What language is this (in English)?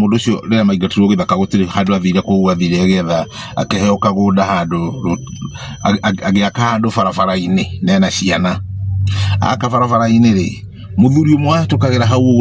Kikuyu